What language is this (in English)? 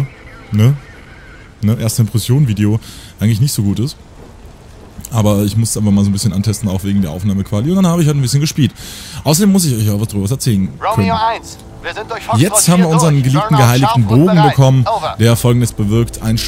German